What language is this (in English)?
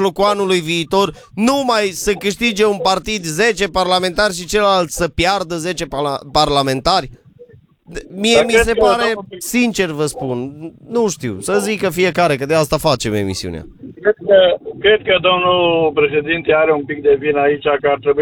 Romanian